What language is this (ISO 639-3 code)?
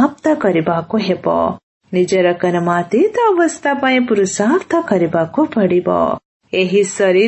ori